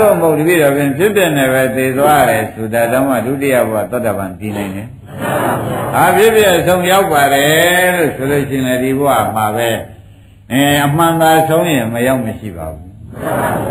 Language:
Burmese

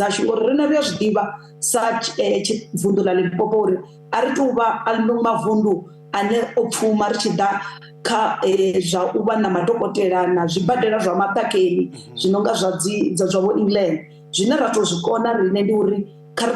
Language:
Venda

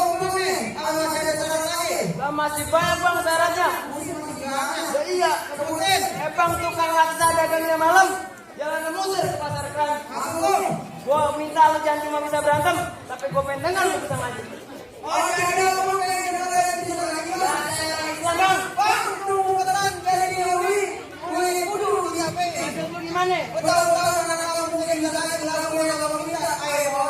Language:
Betawi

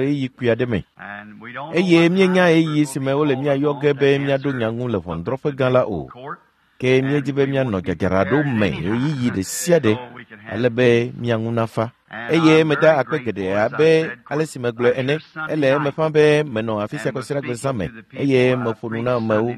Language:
Ewe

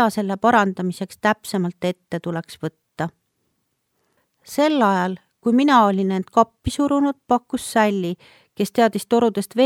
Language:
Estonian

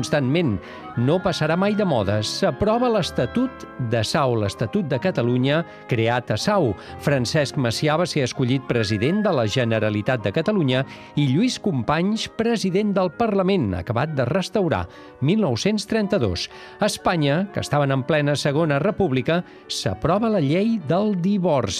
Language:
Catalan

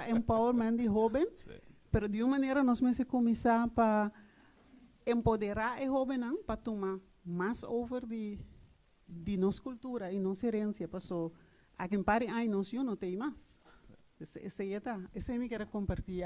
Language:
Papiamento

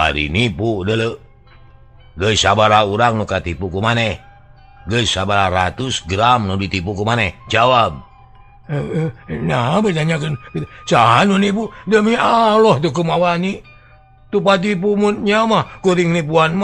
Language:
Sundanese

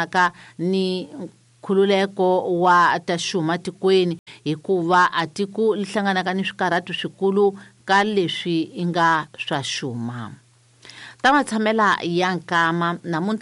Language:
Tsonga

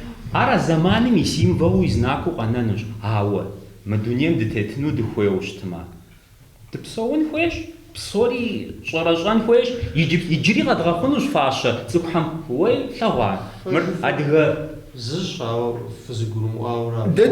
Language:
Kabardian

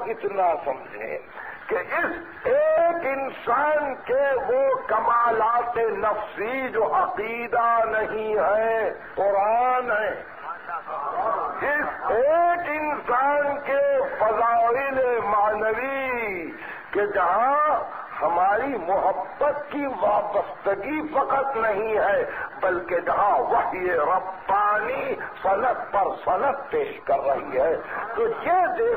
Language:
Urdu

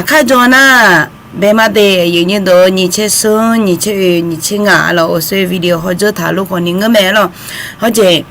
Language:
Akha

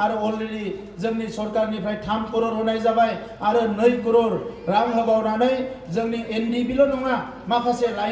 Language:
Bodo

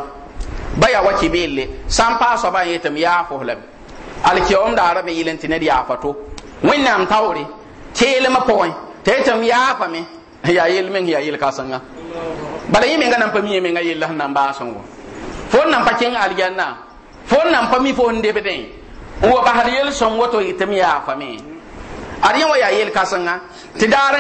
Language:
Mossi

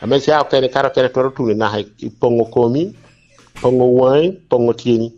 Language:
Lango (Uganda)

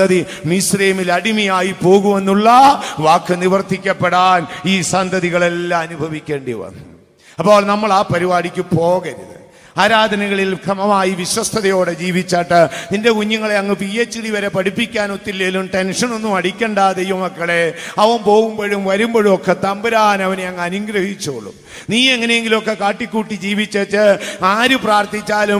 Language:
Malayalam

